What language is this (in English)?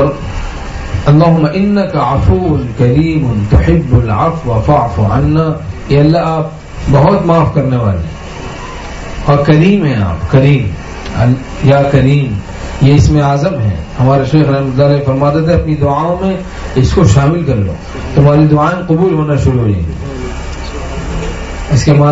Urdu